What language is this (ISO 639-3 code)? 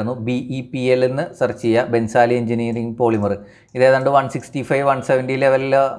mal